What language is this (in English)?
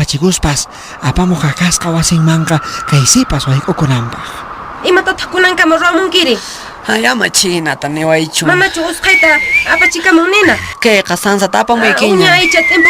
Quechua